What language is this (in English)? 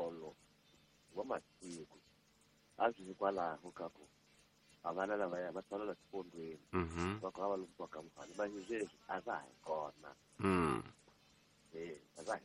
Tsonga